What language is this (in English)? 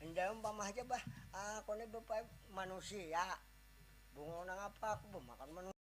Banjar